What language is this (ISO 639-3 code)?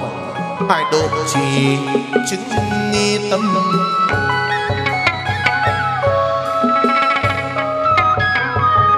vie